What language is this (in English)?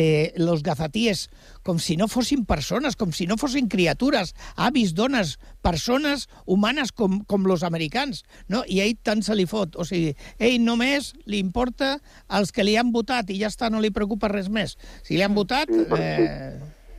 Catalan